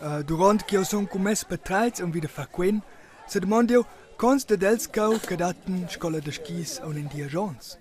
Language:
Romansh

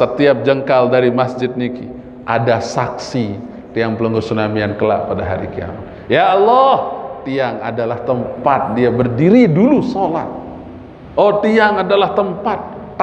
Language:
Sasak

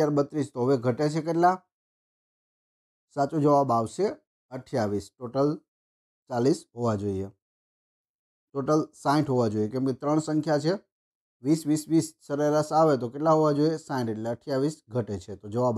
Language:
Gujarati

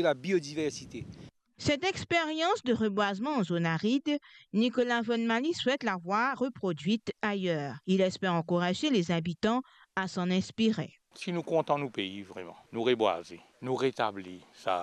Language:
Morisyen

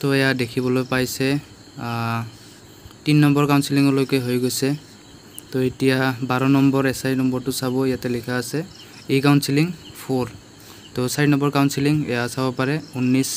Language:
Assamese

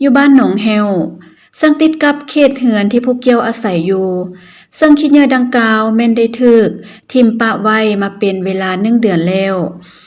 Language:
Lao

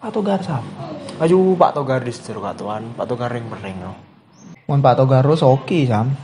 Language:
Madurese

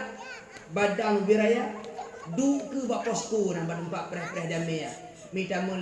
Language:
Achinese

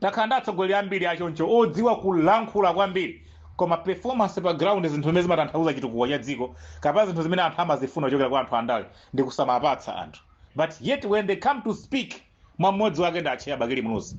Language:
Nyanja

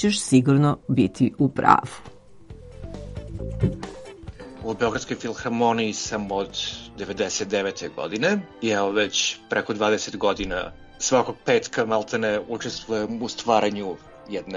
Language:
Serbian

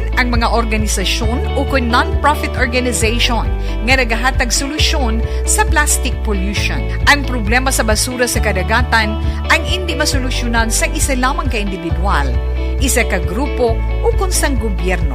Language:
Hiligaynon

